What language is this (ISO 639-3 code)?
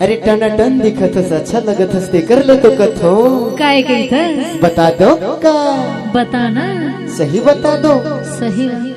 hne